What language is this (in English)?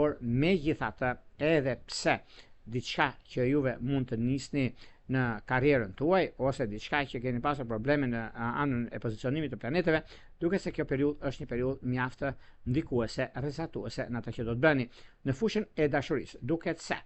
Albanian